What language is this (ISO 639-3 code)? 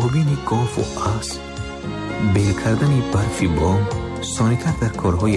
tgk